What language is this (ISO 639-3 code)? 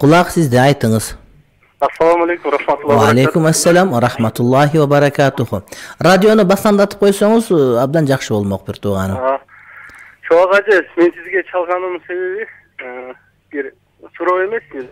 kir